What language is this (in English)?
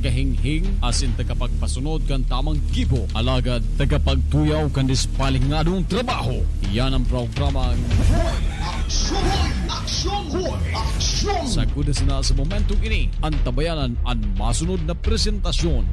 Bikol